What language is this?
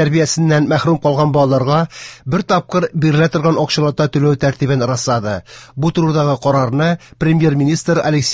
Tatar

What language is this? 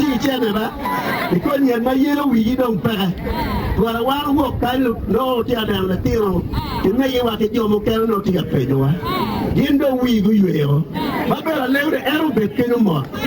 Acoli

